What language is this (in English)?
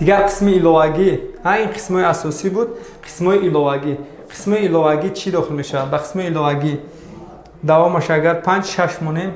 Tajik